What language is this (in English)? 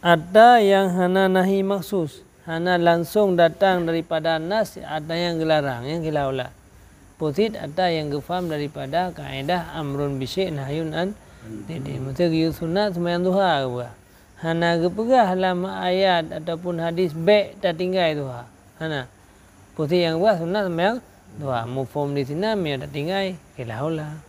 Achinese